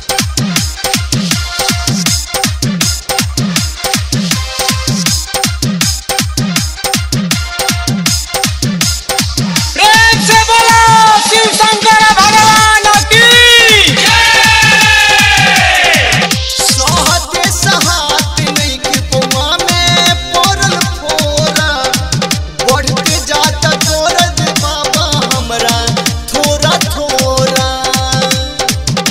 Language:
Bhojpuri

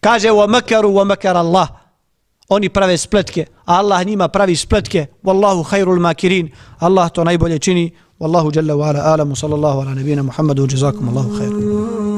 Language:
Bosnian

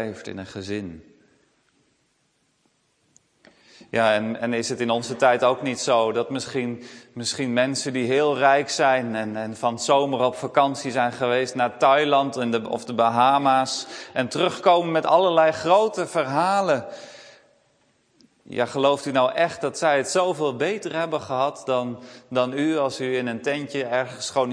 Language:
Dutch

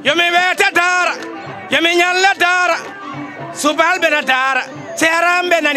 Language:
Fula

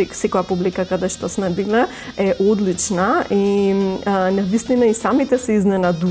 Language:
Macedonian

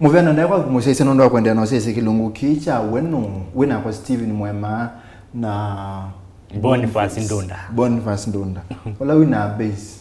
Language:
Kamba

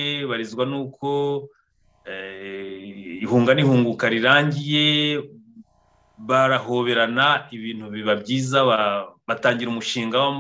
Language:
Kinyarwanda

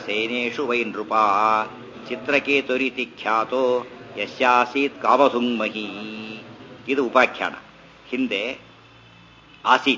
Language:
Kannada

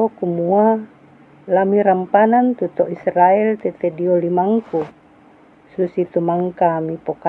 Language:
Toraja-Sa'dan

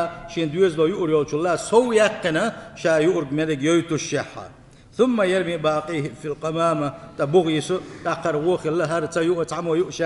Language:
Chechen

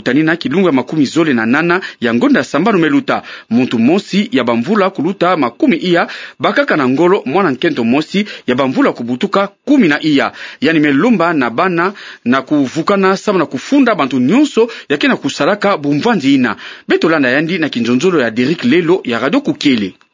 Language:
Kituba (Democratic Republic of Congo)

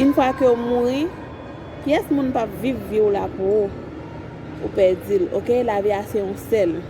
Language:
Haitian Creole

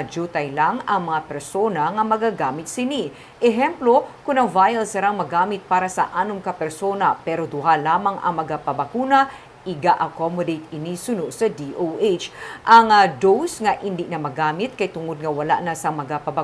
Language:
Hiligaynon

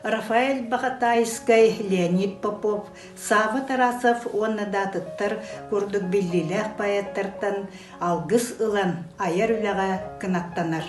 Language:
Yakut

